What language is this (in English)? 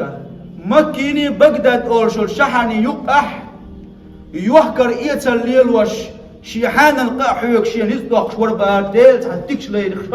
Chechen